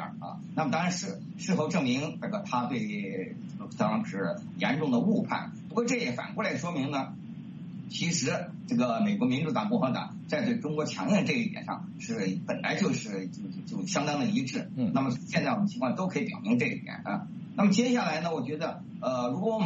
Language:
Chinese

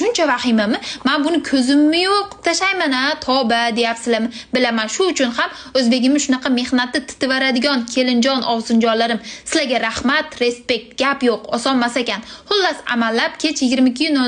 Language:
Uzbek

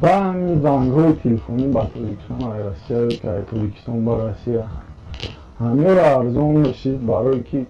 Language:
Tajik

